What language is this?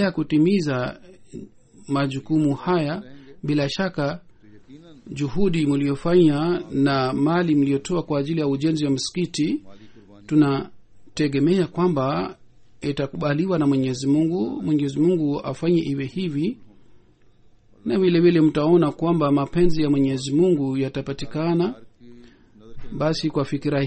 Swahili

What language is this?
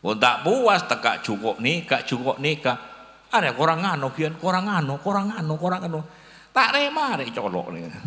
Madurese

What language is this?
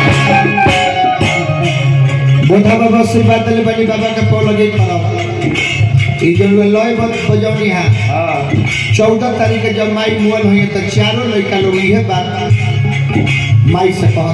Bhojpuri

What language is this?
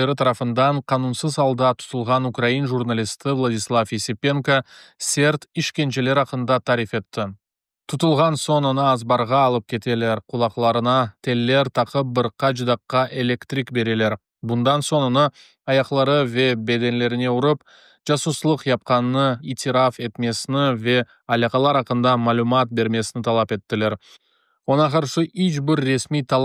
Crimean Tatar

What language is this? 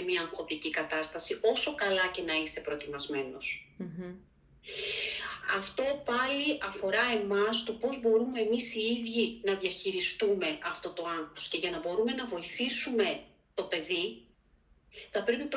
Greek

